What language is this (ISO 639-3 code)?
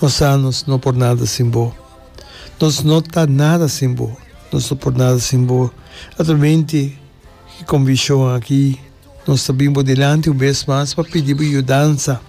pap